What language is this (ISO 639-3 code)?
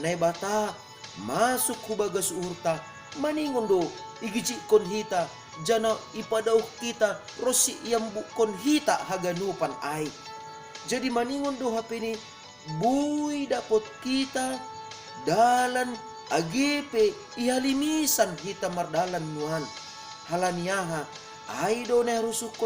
bts